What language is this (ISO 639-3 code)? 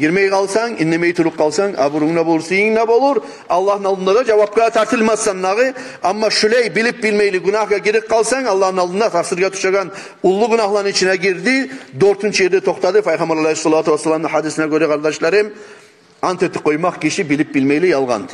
kum